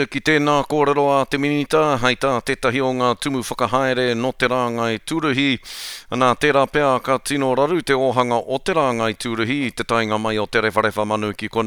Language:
Māori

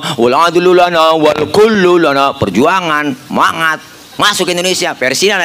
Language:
Betawi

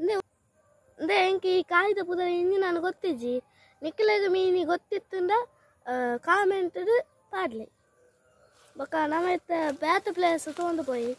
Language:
Tulu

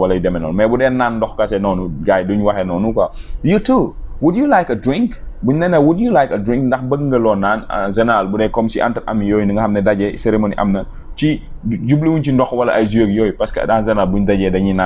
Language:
Wolof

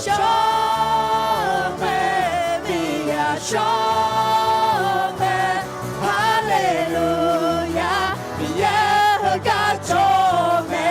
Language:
Akha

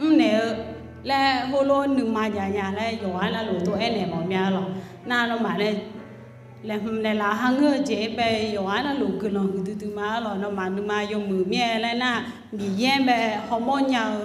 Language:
Akha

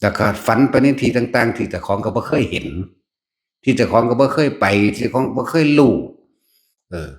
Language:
Northeastern Thai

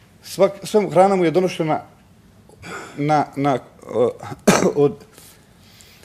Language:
Bosnian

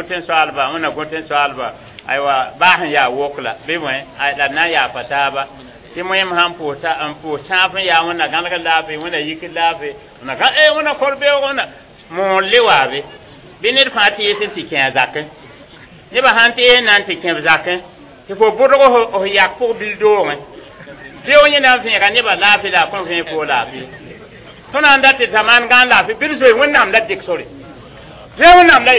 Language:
Mossi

